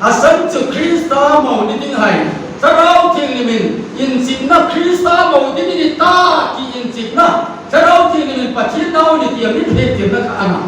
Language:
Hmar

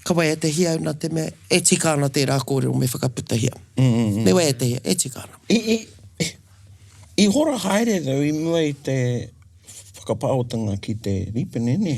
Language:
Māori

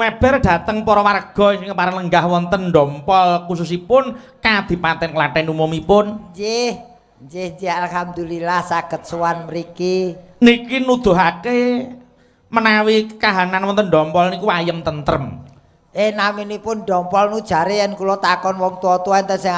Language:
Javanese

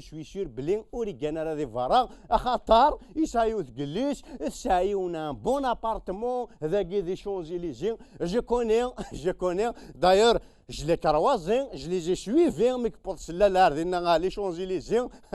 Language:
Kabyle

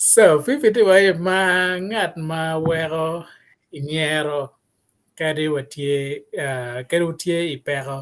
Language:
Acoli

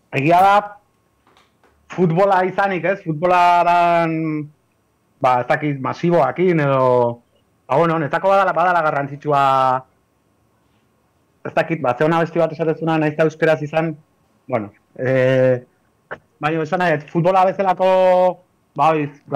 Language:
Basque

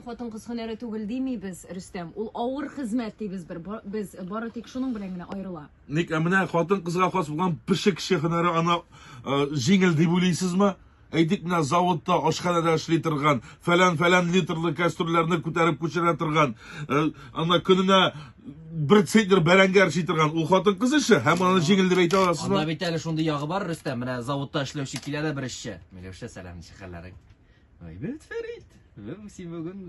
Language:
Tatar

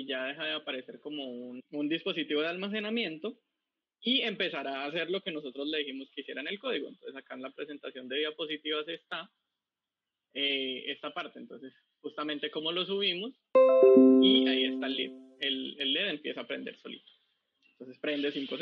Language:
Spanish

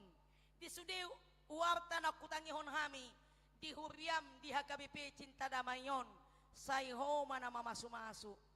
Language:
Batak Toba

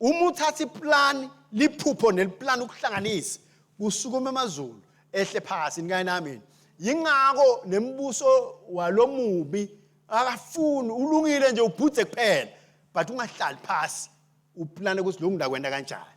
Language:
Swati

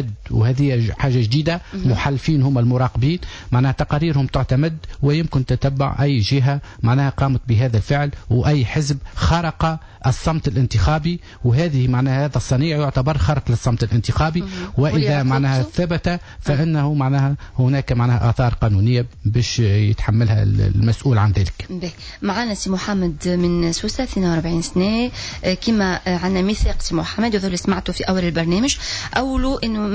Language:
Tunisian Arabic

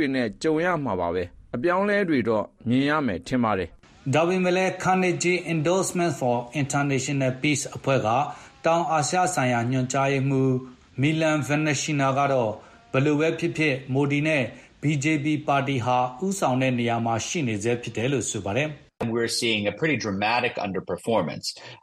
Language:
Burmese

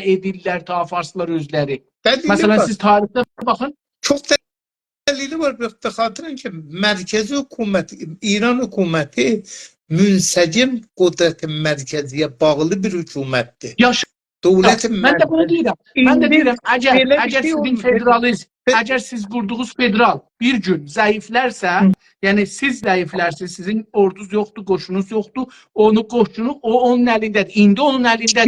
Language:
South Azerbaijani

